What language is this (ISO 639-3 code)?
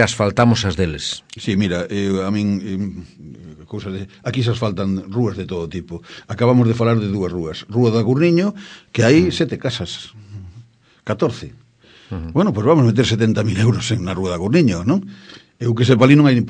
glg